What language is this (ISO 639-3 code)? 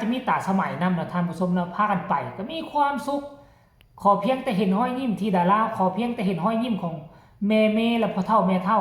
tts